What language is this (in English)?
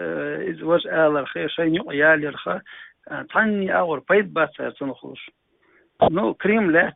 Chechen